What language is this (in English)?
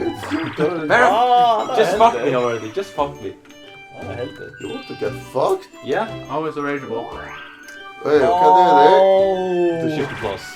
Faroese